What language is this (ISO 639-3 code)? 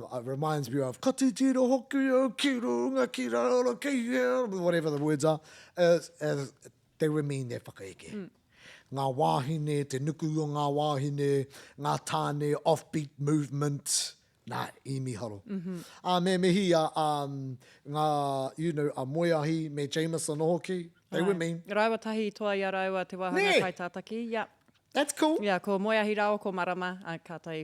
mri